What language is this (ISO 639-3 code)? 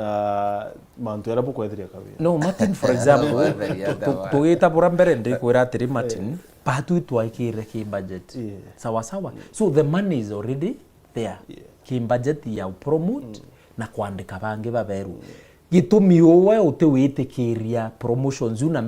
mer